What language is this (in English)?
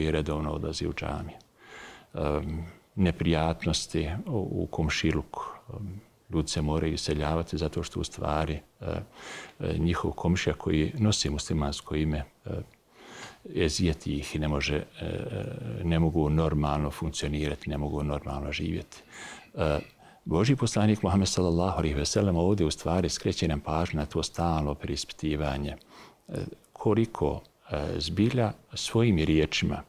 Bosnian